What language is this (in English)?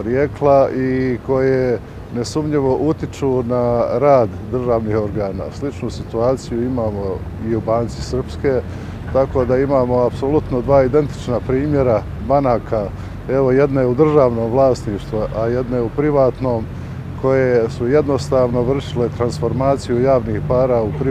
Bosnian